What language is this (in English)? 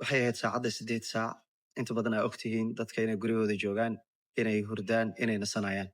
Somali